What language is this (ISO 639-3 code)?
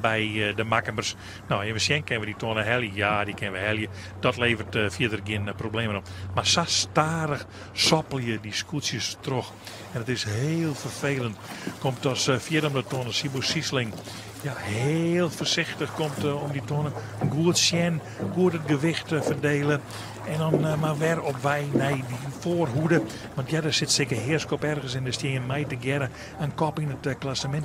fry